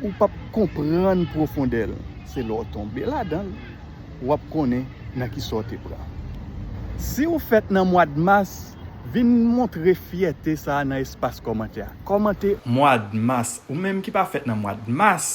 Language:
Haitian Creole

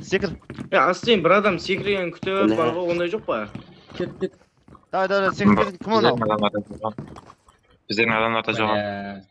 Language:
Kara-Kalpak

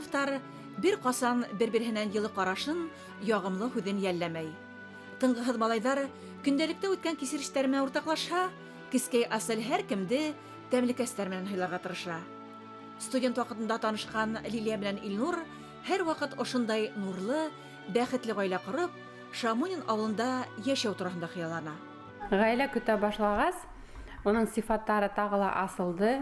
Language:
Bashkir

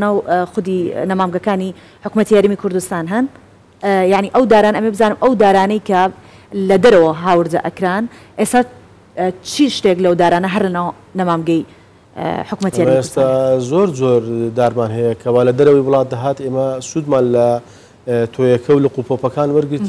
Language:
Central Kurdish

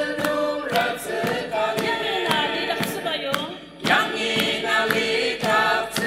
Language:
Ao Naga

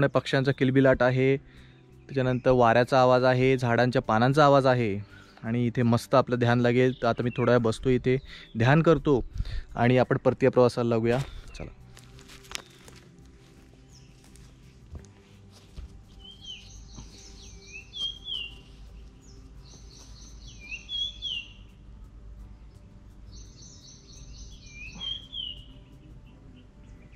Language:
Marathi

